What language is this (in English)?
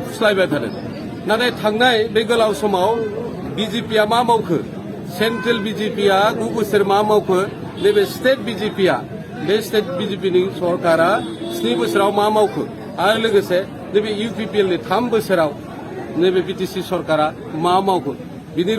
Bodo